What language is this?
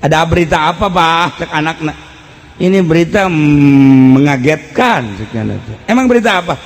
Sundanese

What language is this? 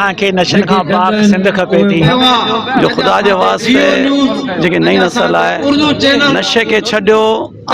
Sindhi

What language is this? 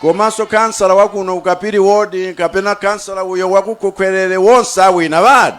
Nyanja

